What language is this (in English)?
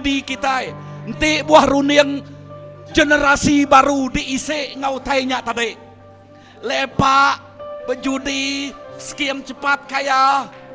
Iban